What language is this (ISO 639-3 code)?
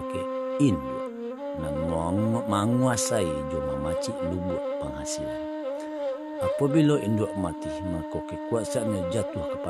min